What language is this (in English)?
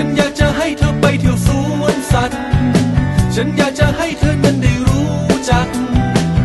Thai